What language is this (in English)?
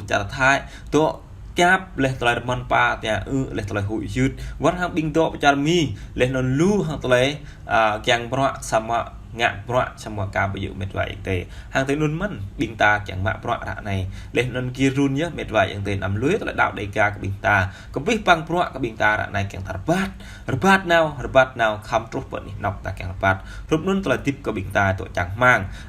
Jarai